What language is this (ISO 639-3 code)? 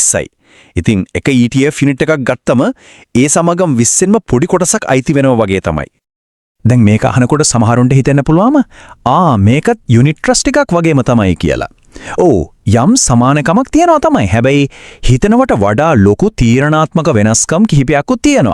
sin